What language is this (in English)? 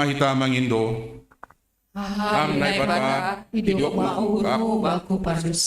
Batak Simalungun